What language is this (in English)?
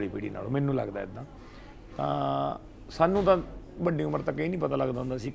Punjabi